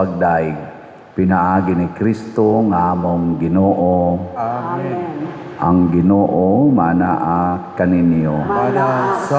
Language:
Cebuano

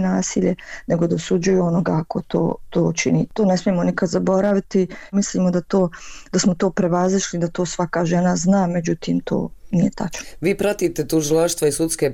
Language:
Bosnian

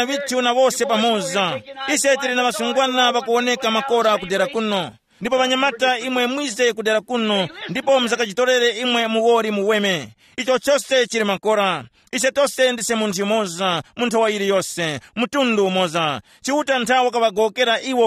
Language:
Tumbuka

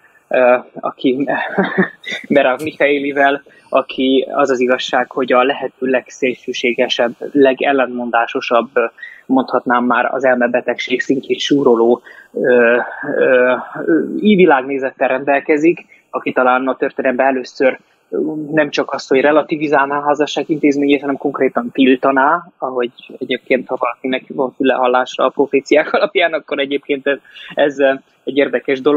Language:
Hungarian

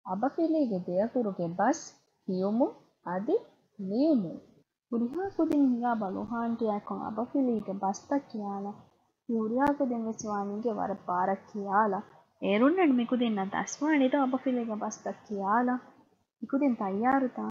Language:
Divehi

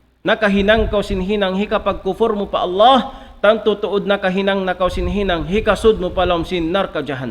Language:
Tausug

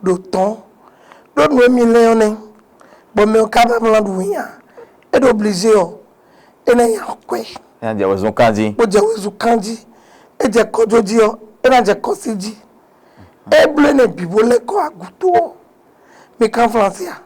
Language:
Fon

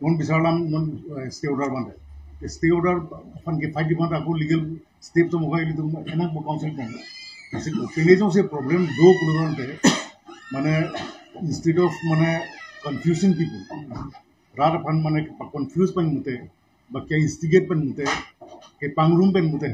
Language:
Karbi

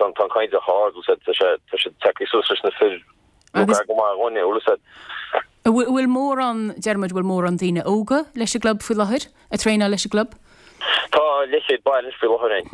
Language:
Irish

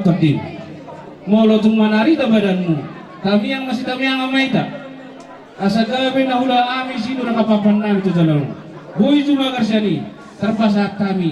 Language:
Batak Toba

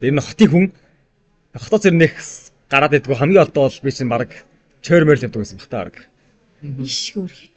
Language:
Mongolian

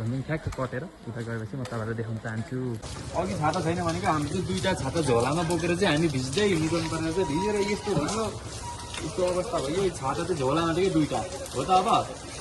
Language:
Nepali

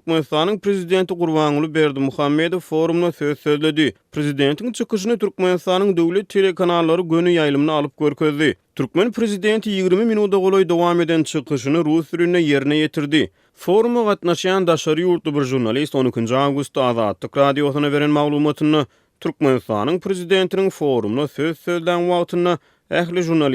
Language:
Turkmen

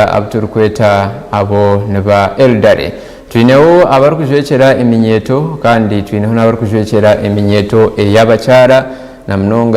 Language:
Nyankole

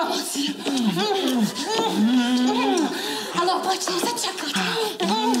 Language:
Slovak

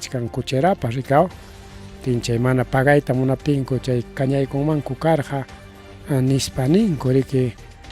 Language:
Ayacucho Quechua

